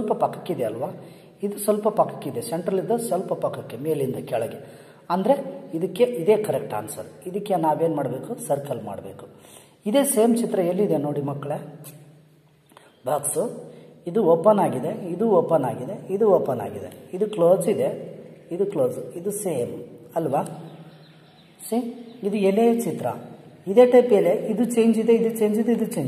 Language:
Kannada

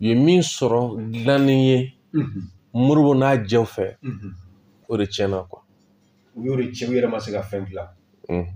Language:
Bambara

